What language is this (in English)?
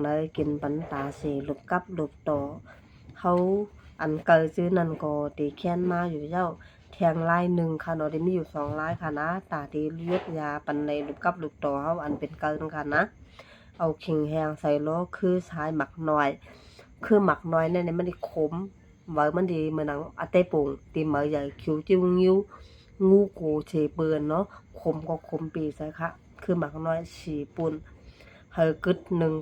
Shan